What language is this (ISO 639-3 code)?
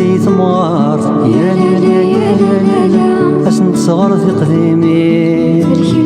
kab